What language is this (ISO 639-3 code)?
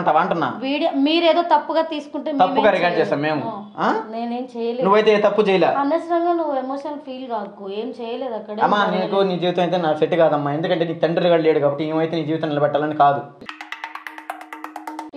tel